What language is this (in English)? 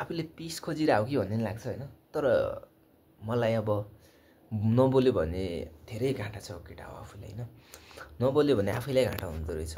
Nepali